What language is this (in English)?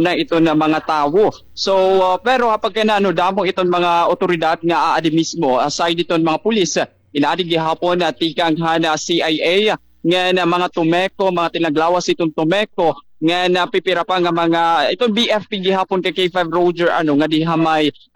Waray